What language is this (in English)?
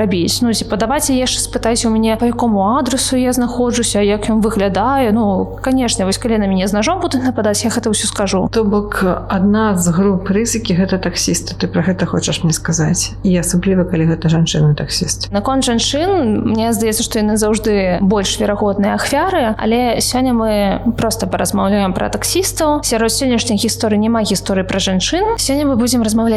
Belarusian